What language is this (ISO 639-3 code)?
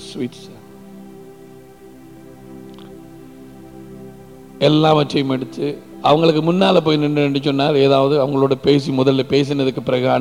tam